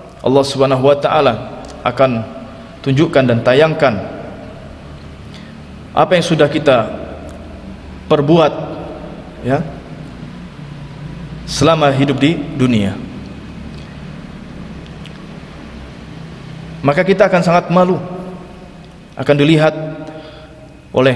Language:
Indonesian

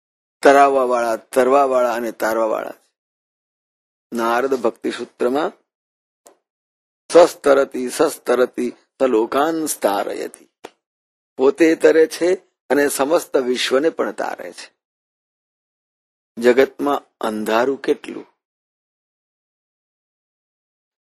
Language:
Gujarati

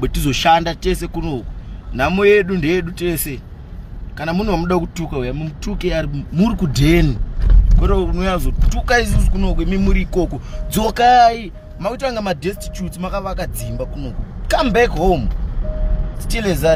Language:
Shona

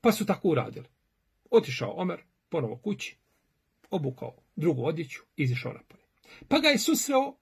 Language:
Bosnian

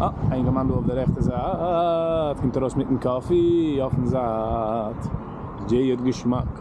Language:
Yiddish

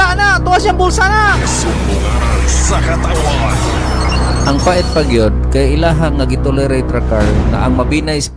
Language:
Cebuano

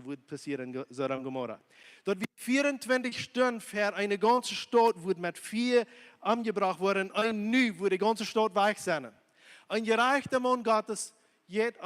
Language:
Plautdietsch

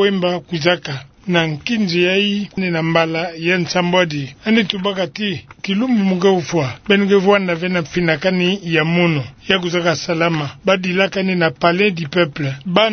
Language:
Kituba (Democratic Republic of Congo)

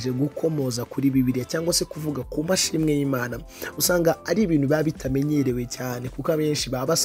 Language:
Kinyarwanda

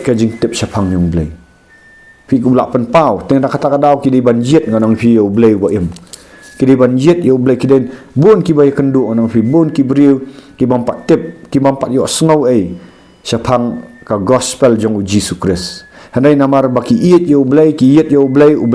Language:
Khasi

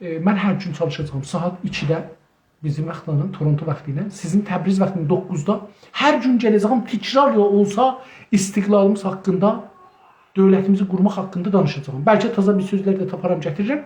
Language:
South Azerbaijani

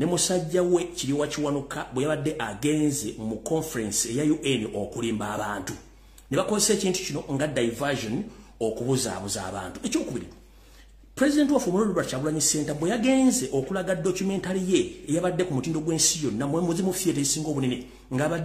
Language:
Ganda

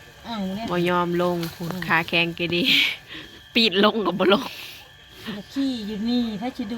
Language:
Northeastern Thai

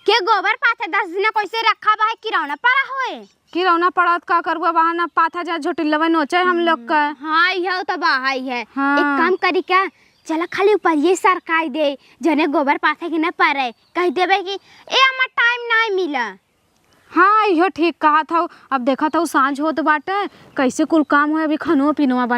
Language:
Awadhi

